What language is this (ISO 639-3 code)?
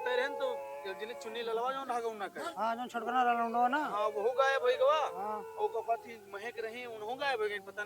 awa